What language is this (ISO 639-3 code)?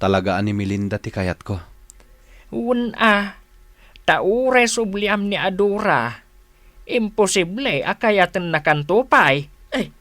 ilo